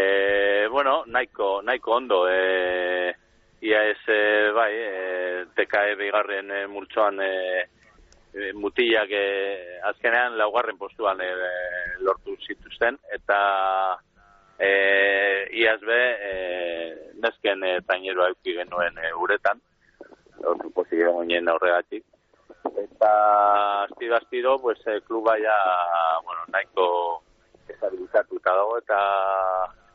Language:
Basque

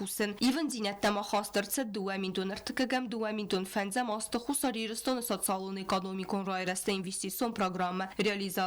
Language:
Ossetic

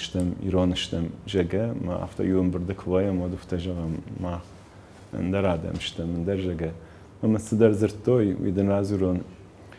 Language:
Ossetic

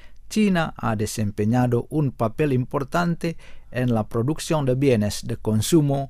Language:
Spanish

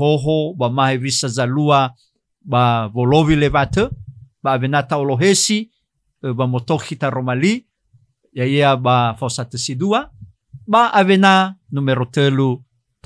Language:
Nias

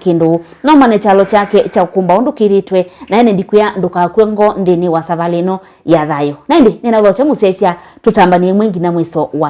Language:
Kamba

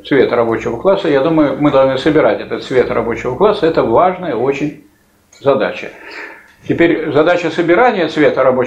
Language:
Russian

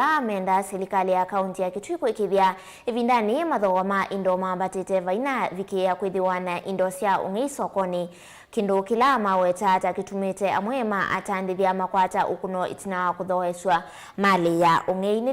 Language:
Kamba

